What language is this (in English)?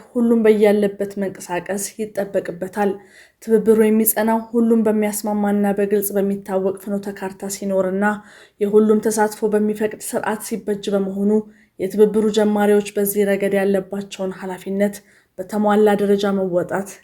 Amharic